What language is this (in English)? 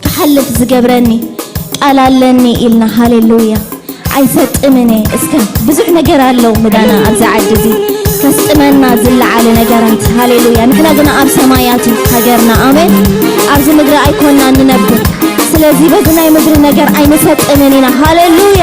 Tigrinya